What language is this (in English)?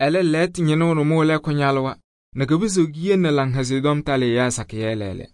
Kabiyè